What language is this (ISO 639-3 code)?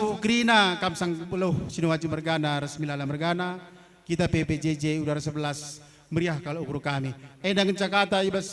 btx